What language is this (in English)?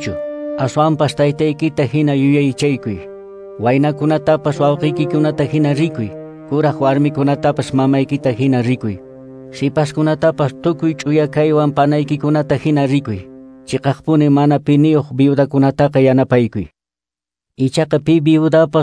Quechua